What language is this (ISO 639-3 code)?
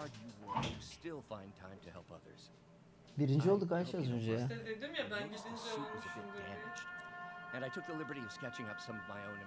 tur